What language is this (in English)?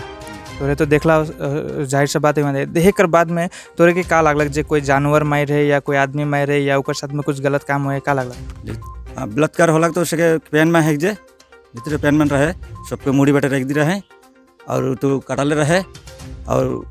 Sadri